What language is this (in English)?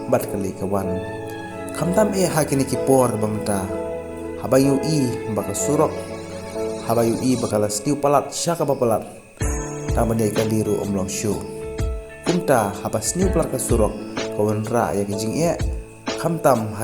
Khasi